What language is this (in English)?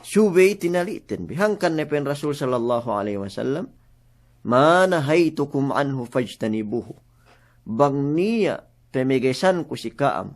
Yakan